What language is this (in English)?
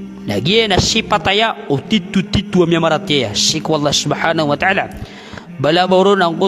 Maranao